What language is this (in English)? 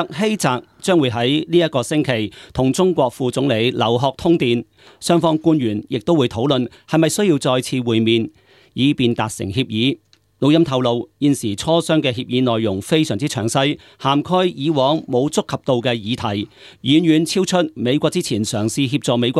Cantonese